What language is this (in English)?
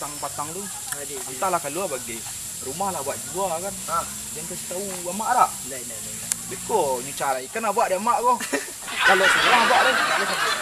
Minangkabau